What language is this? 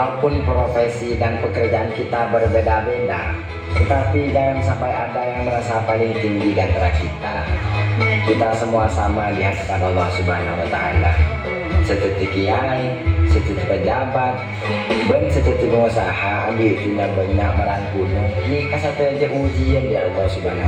Madurese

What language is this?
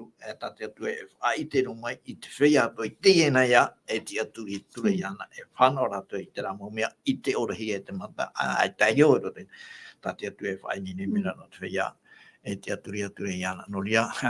Tahitian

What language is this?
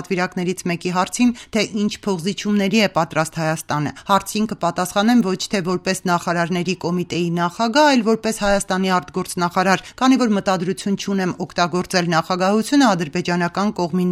Armenian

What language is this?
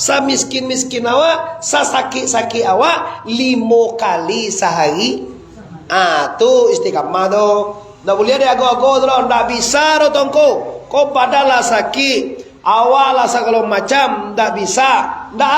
Minangkabau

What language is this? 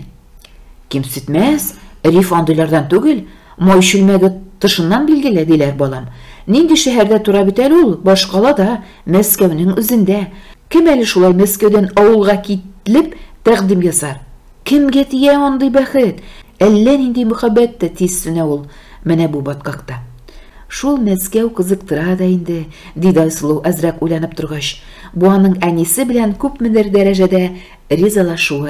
Tatar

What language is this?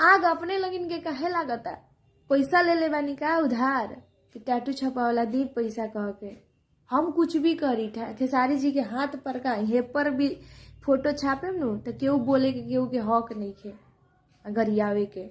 Bhojpuri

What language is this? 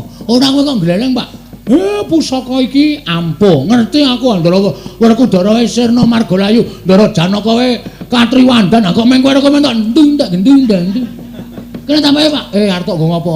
Javanese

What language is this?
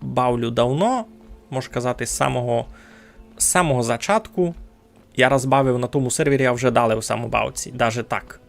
Rusyn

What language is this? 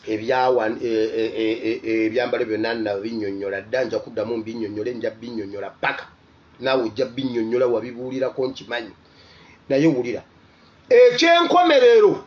Ganda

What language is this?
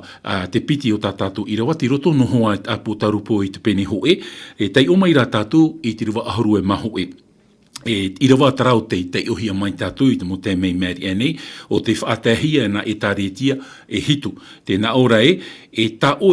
Tahitian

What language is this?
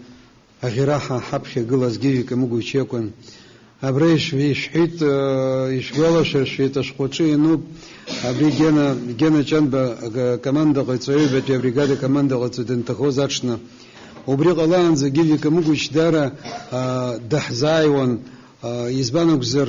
Abkhazian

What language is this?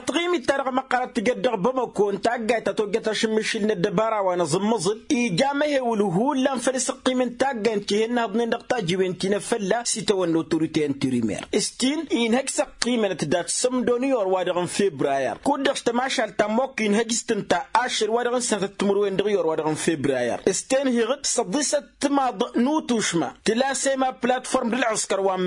Tamasheq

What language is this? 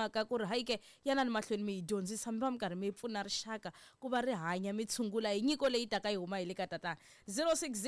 Tsonga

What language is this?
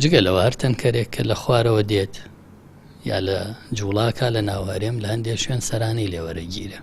Central Kurdish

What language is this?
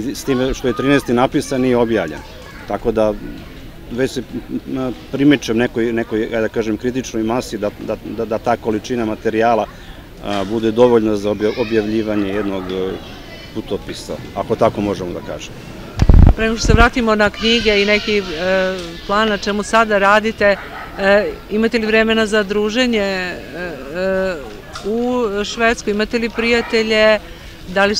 Serbian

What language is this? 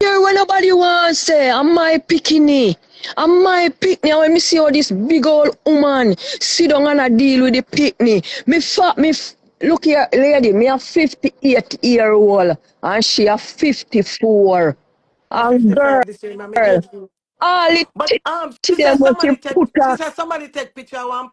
Jamaican Creole English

